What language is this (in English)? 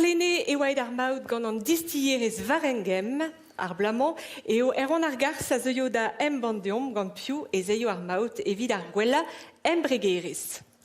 Breton